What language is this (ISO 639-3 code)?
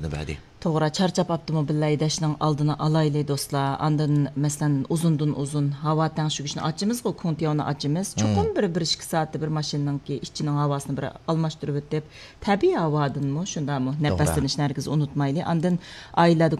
uig